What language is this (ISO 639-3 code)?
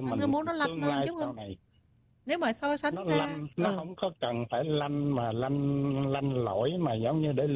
vie